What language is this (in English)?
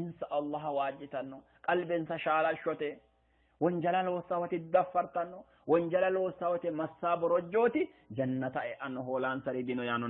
Sidamo